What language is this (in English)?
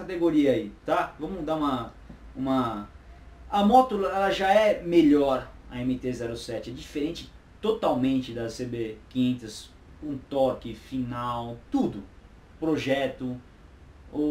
Portuguese